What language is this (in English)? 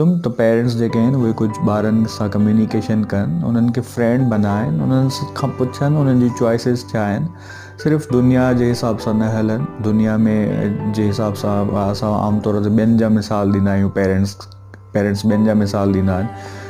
Sindhi